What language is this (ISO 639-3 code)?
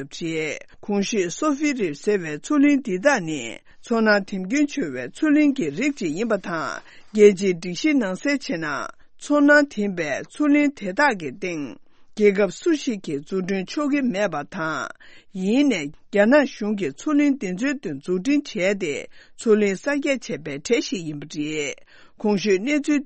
bod